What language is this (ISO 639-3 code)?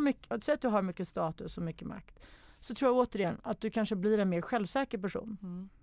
swe